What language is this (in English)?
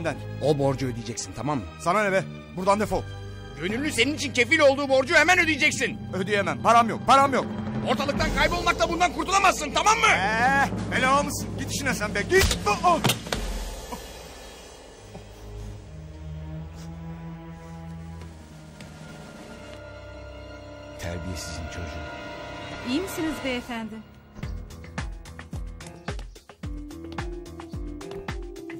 Turkish